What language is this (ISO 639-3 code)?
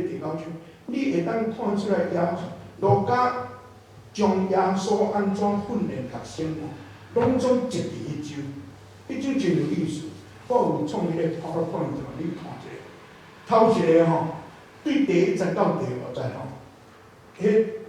nan